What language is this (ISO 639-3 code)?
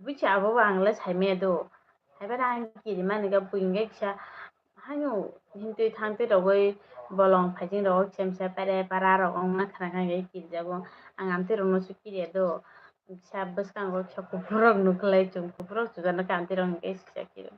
trp